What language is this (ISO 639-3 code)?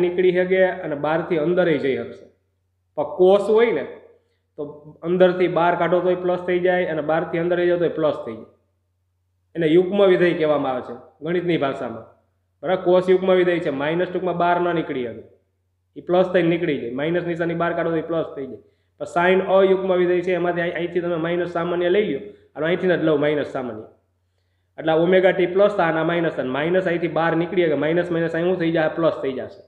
guj